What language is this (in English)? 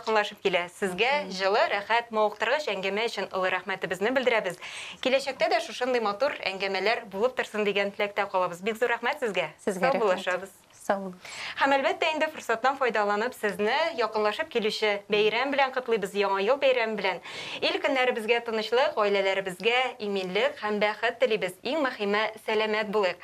Tatar